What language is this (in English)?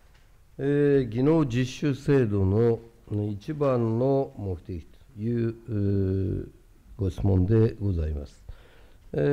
Japanese